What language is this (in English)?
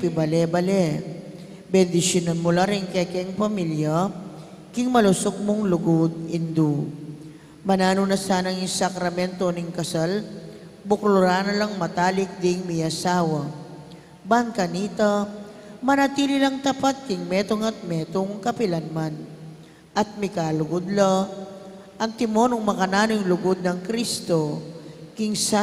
Pampanga